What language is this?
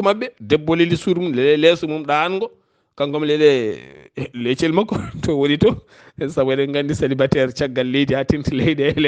Fula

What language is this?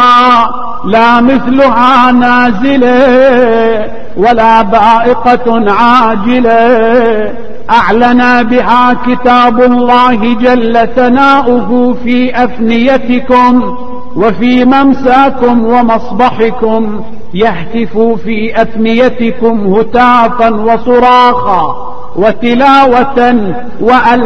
Arabic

